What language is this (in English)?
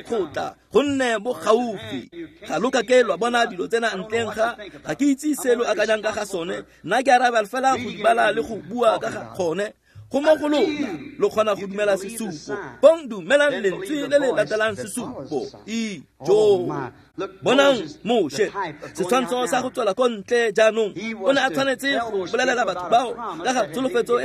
Tswana